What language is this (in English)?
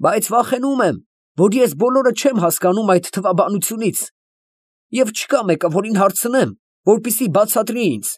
Armenian